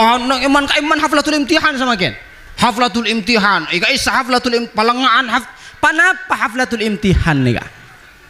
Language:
Madurese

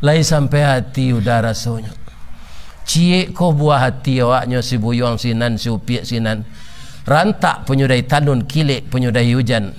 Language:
Minangkabau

